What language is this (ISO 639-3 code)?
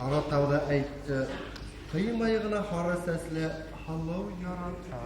bak